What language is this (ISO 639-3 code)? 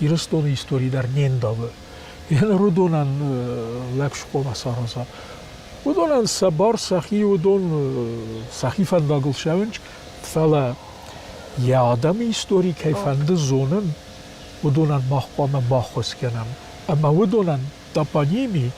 oss